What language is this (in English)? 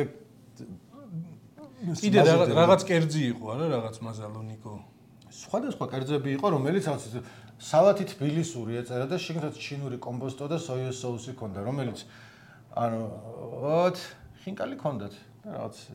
Georgian